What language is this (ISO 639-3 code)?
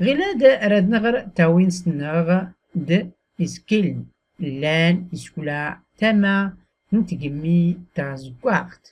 shi